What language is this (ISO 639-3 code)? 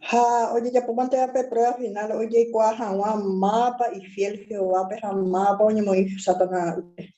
grn